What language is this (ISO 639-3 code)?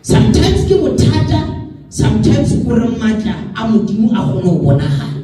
nso